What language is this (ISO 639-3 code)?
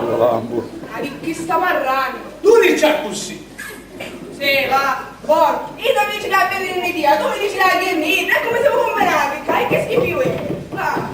scn